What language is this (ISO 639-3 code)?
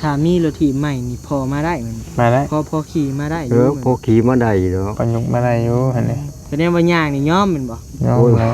tts